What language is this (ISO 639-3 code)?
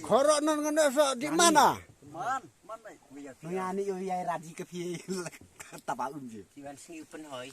kha